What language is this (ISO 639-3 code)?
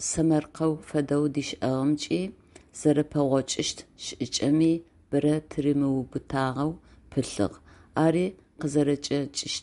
ady